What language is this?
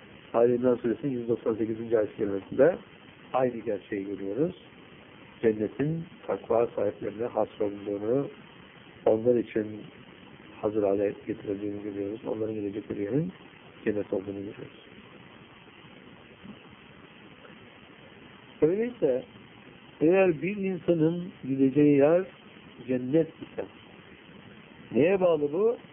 Turkish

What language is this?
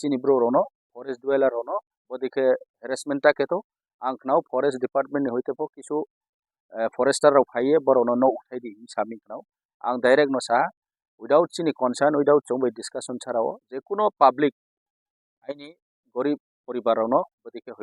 Riang (India)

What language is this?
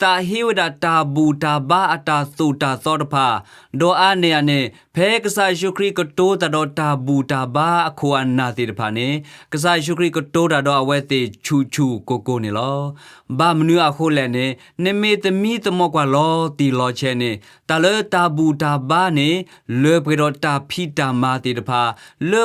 S'gaw Karen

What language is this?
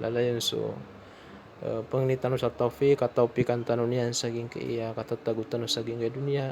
Maranao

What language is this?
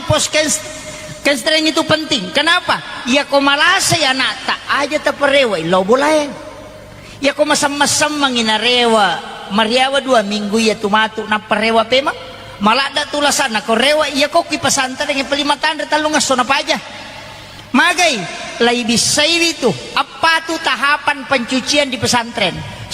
Buginese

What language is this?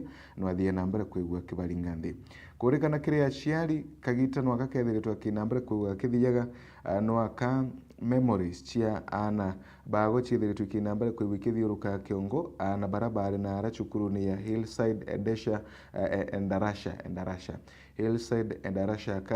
Meru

